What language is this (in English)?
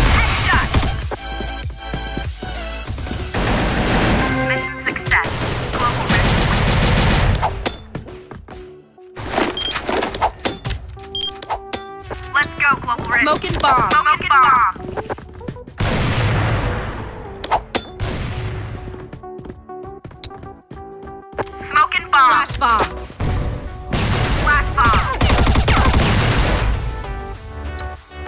Filipino